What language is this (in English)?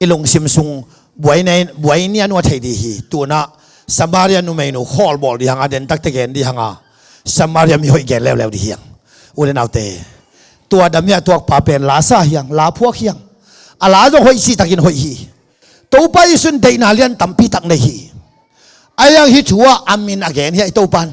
Tedim Chin